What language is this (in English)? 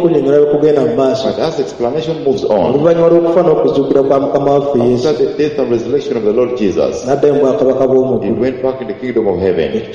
Ganda